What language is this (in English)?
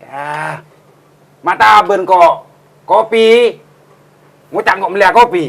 Madurese